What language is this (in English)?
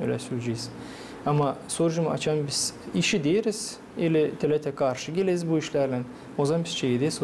Gagauz